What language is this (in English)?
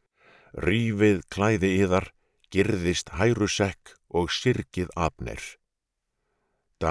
Icelandic